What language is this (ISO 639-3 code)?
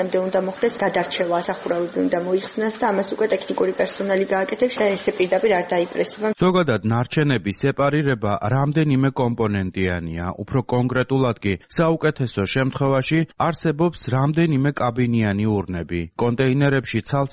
kat